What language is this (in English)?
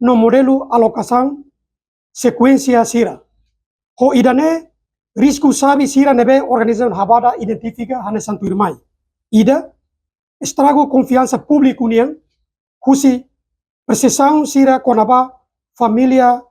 Tetum